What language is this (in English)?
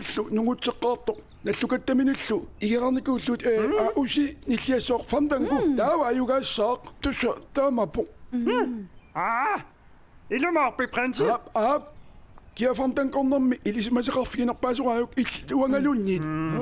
Kalaallisut